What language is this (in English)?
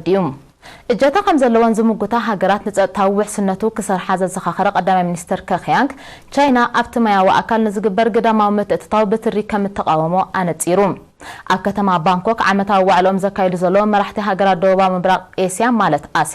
Tigrinya